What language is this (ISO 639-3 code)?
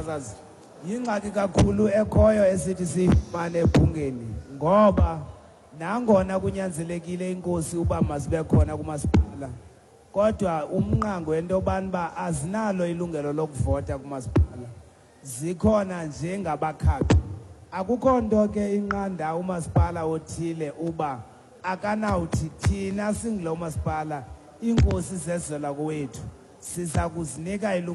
xho